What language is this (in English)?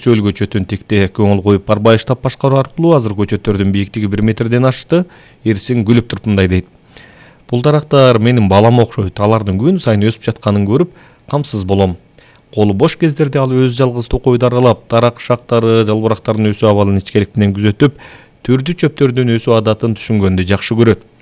Kyrgyz